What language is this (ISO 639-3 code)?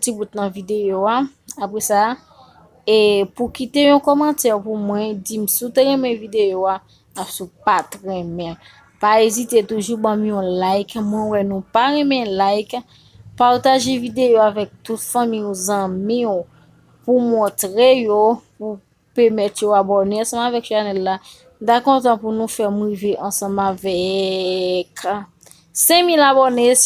hat